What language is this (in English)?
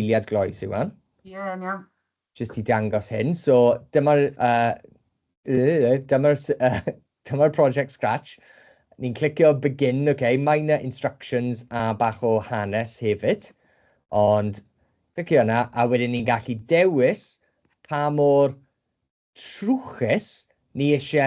Welsh